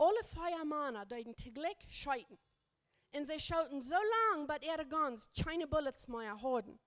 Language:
Plautdietsch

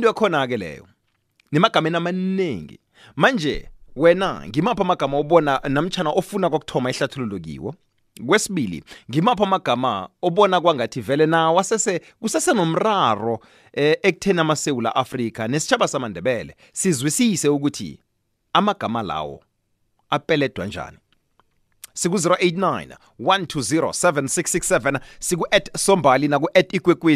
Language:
South Ndebele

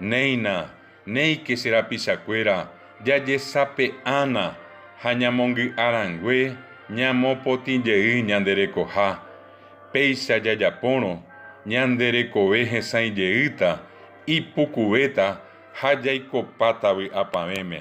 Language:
Guarani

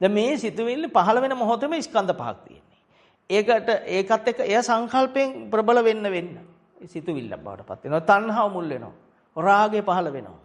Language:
Sinhala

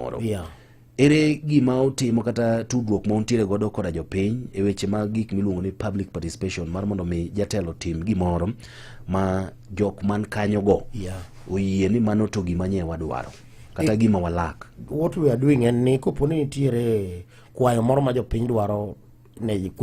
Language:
Luo (Kenya and Tanzania)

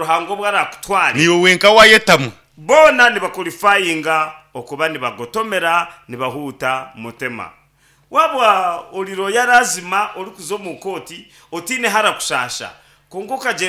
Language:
Nyankole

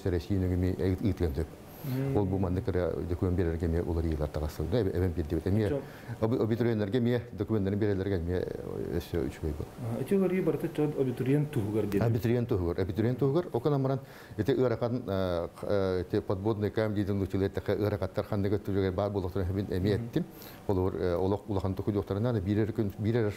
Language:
Yakut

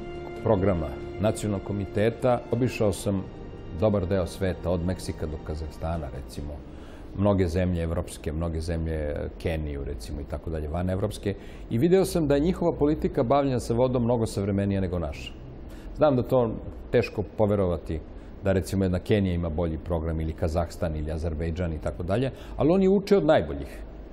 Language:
Serbian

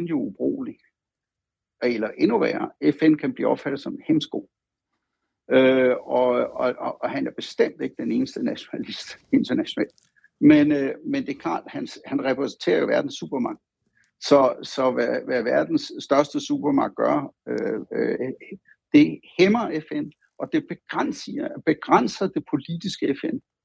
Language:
Danish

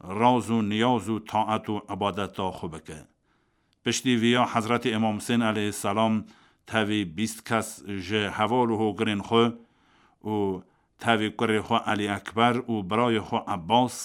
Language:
Kurdish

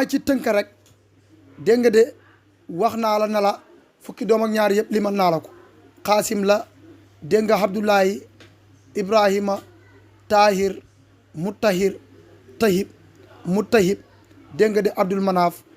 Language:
Wolof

